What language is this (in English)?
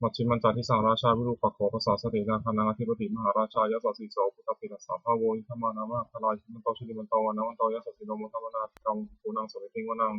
Pali